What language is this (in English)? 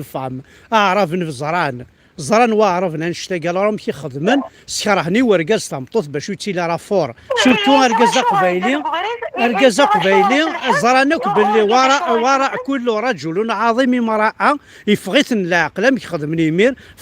Kabyle